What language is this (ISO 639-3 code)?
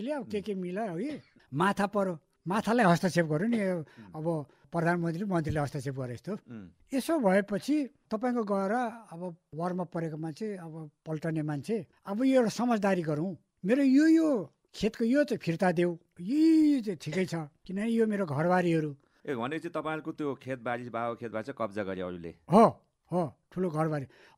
nep